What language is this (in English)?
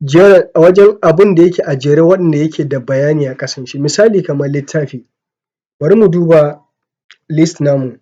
Hausa